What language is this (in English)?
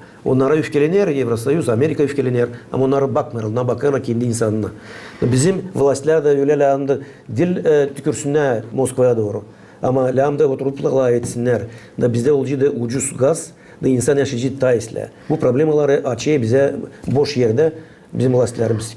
Gagauz